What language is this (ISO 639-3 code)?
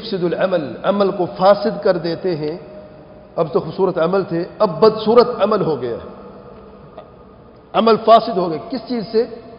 urd